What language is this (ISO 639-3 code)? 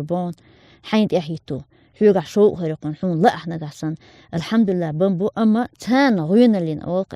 che